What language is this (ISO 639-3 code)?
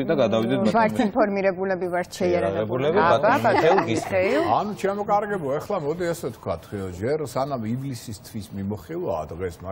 kat